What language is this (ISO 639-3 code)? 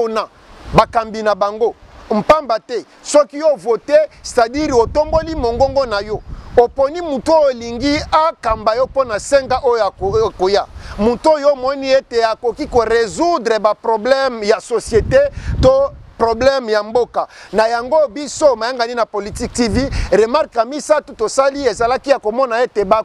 lin